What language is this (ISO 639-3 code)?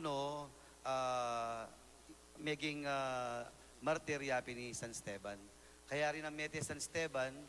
pam